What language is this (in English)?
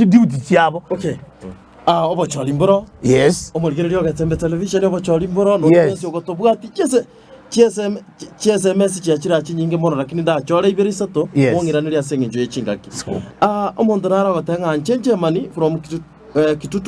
Gusii